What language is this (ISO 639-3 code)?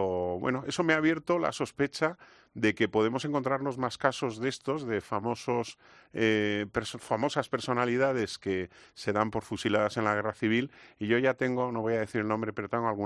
spa